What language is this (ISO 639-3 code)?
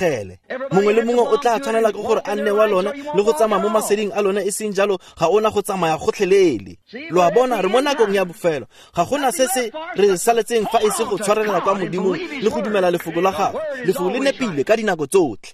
tsn